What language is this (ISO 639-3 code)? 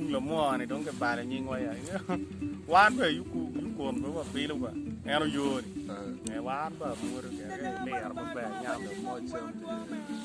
ach